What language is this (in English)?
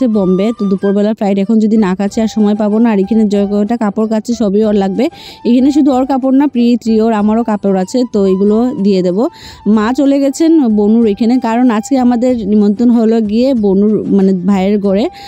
Bangla